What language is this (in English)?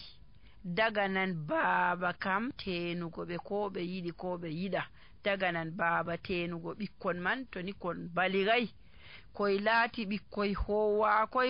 Nigerian Fulfulde